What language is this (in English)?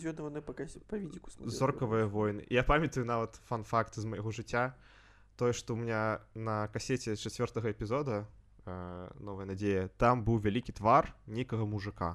Belarusian